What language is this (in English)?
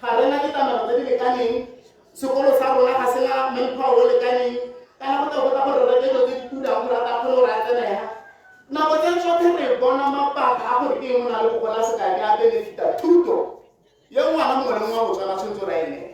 Tswana